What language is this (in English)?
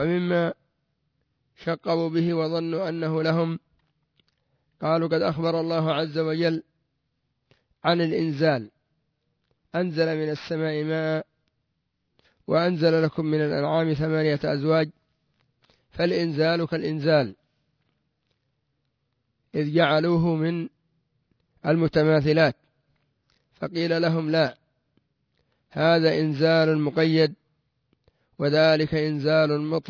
Arabic